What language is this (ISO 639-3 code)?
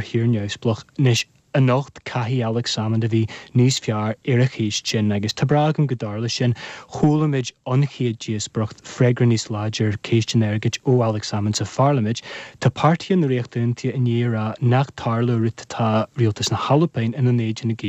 gle